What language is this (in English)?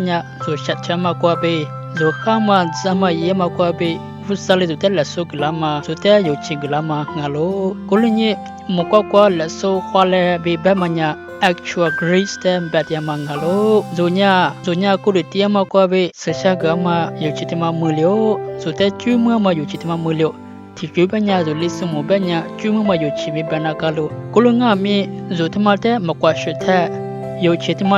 Lisu